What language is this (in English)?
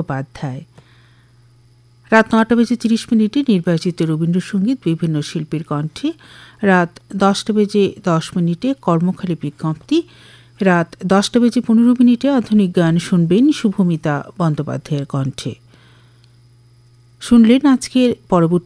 Bangla